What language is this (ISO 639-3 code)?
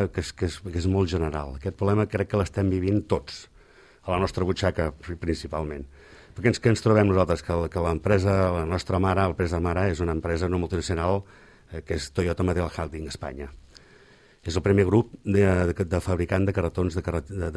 cat